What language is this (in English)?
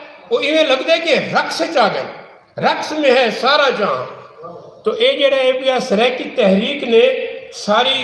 Saraiki